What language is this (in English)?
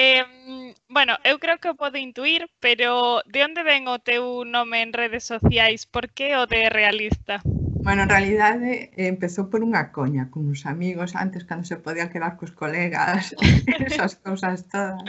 Galician